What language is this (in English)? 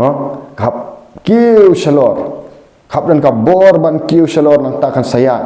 Khasi